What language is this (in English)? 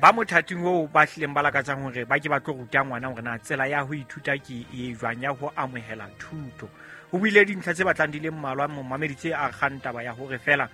Southern Sotho